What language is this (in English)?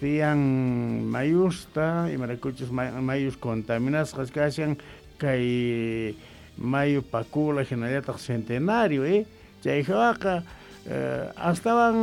Quechua